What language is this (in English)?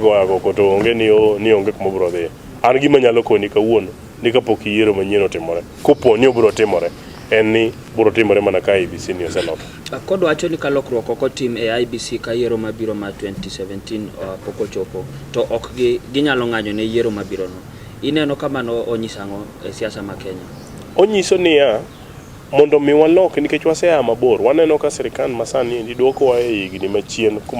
Luo (Kenya and Tanzania)